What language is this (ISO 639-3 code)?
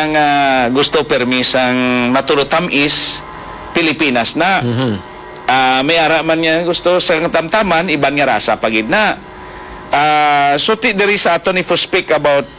hil